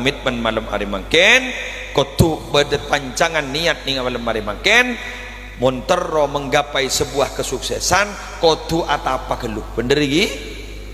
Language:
Madurese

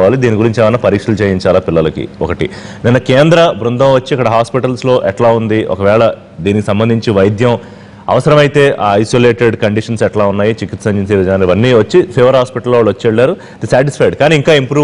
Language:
Telugu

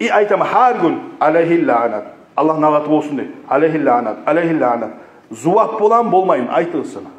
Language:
Kumyk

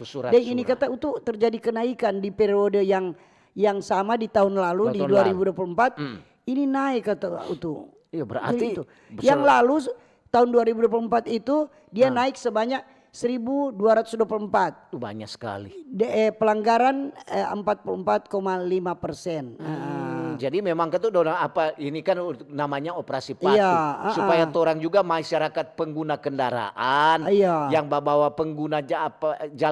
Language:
Manado Malay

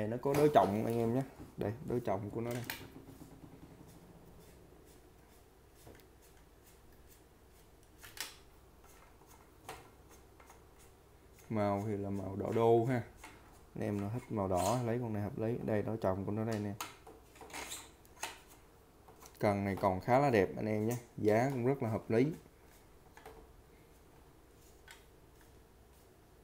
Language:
Vietnamese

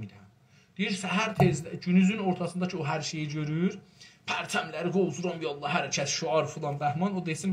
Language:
South Azerbaijani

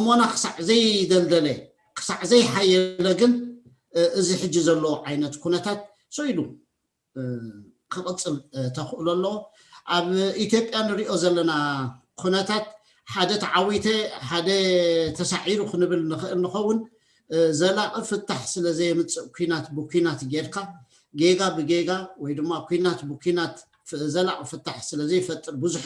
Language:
Tigrinya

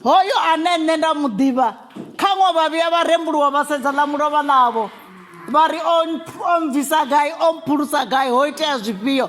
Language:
Venda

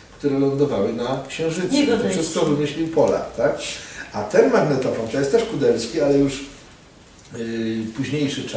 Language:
Silesian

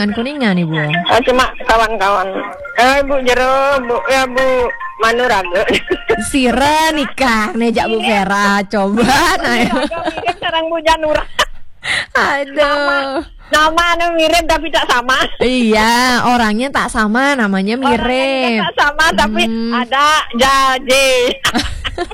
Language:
Balinese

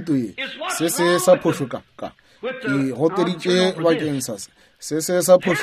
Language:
Northern Sotho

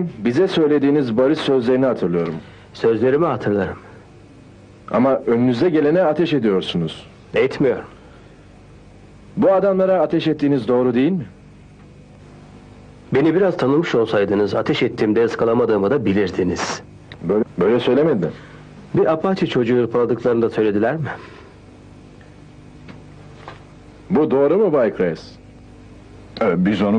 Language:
Turkish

